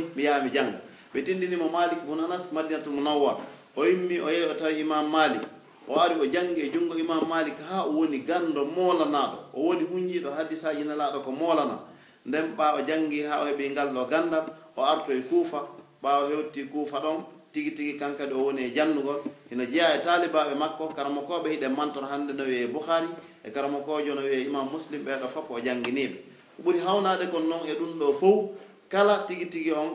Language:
Pular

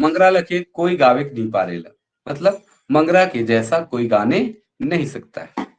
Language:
Sadri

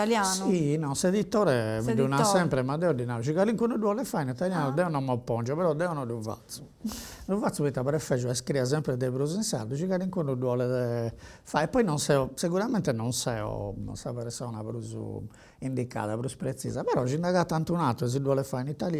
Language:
Sardinian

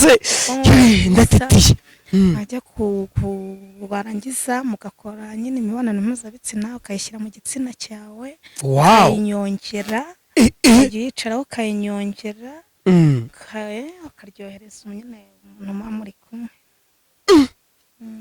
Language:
Kinyarwanda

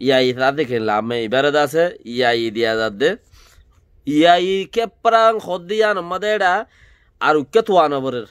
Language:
Rohingya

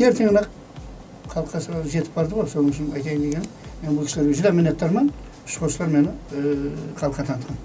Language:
Kara-Kalpak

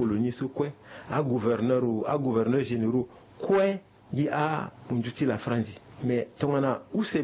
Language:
Sango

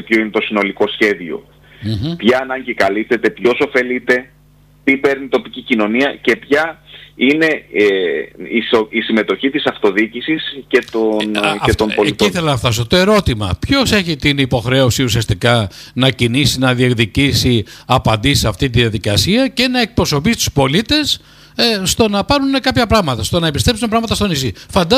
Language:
Greek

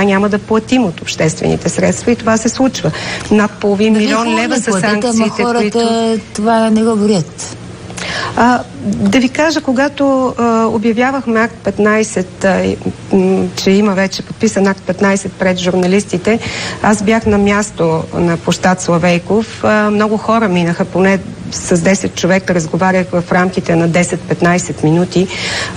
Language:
Bulgarian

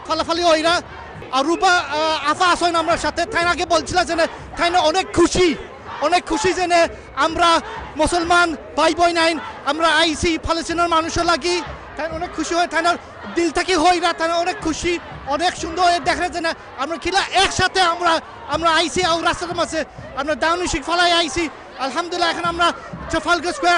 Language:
Sylheti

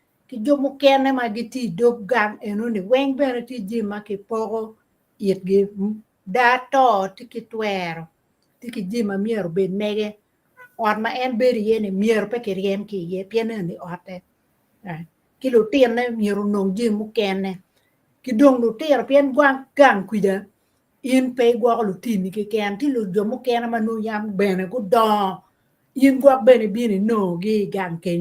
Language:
Acoli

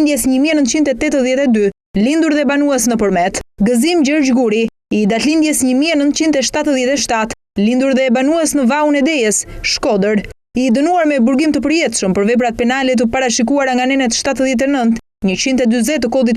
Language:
Albanian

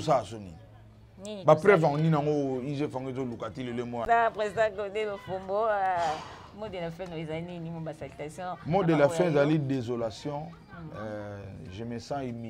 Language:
Lingala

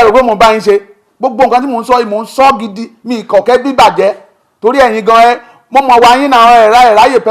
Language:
Yoruba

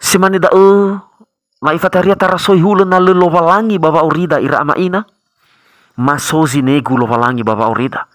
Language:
Nias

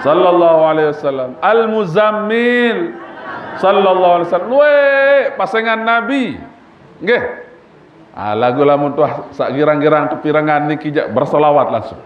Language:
Sasak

